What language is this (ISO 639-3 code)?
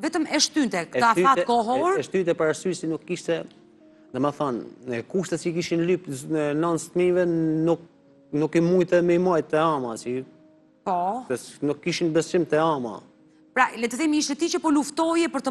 sqi